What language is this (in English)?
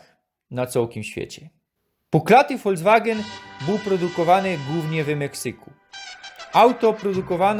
Silesian